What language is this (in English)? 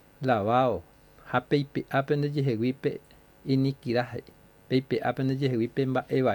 Guarani